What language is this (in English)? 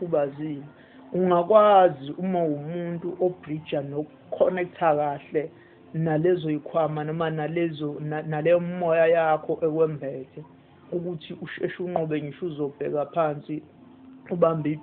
Zulu